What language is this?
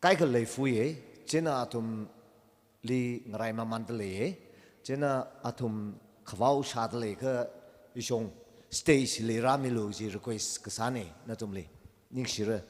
Tangkhul Naga (India)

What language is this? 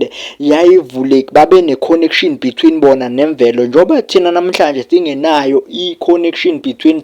Zulu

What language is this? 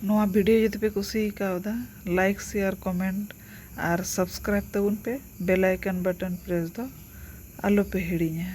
Santali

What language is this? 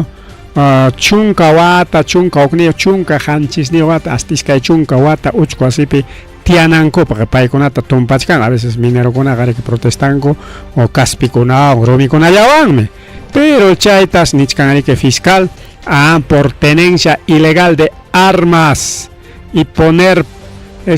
Ayacucho Quechua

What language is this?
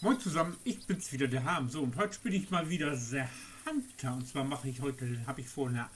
Low German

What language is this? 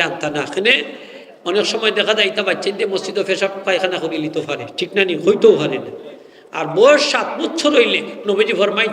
Sylheti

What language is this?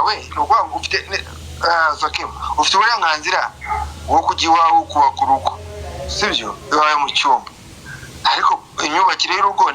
Kinyarwanda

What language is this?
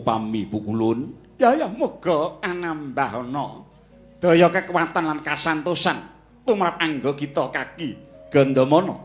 Javanese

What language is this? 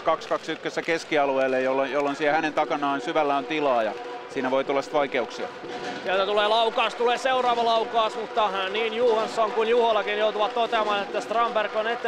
Finnish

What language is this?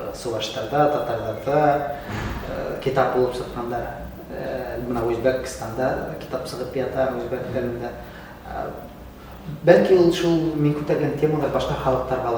Bashkir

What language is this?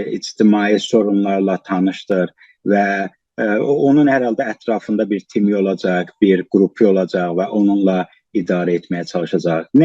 South Azerbaijani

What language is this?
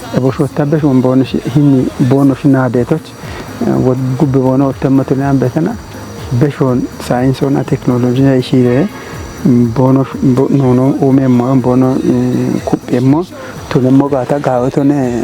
Kafa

